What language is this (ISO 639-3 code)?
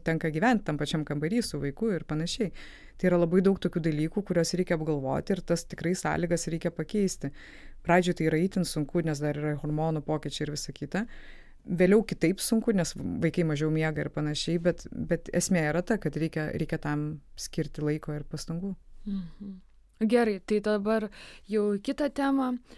lit